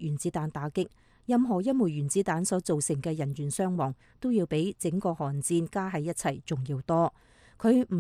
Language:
Cantonese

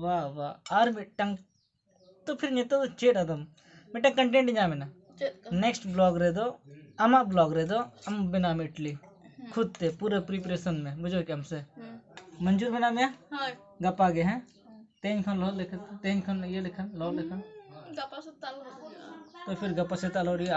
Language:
Santali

